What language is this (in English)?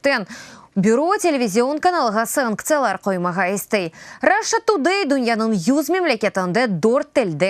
Crimean Tatar